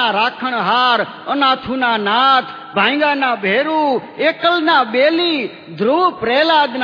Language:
Gujarati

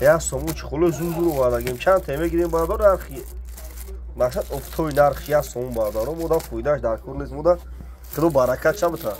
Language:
Tajik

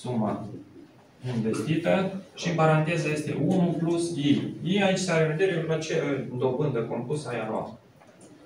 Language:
Romanian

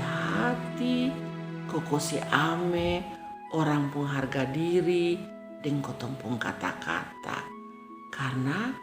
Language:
Kupang Malay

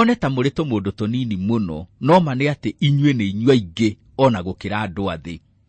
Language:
Kikuyu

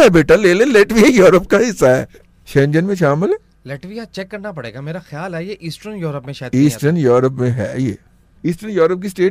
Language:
Urdu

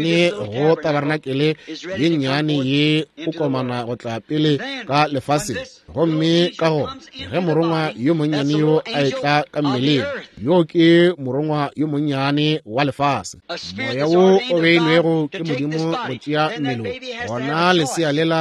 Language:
Northern Sotho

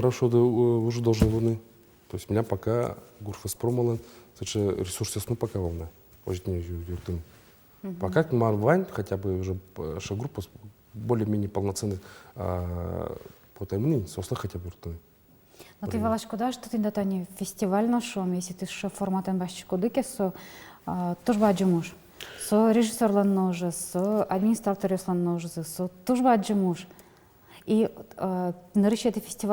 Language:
Udmurt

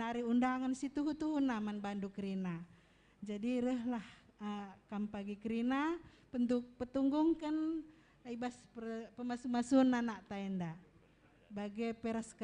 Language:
Batak Karo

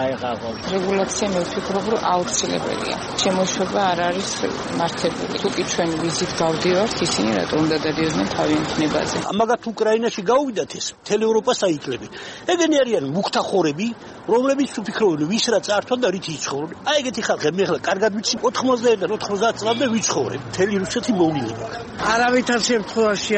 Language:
Georgian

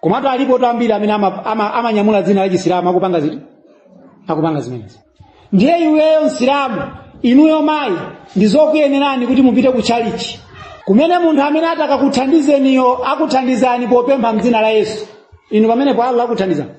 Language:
Nyanja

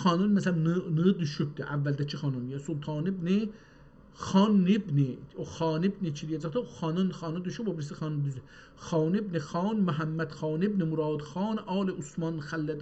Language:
South Azerbaijani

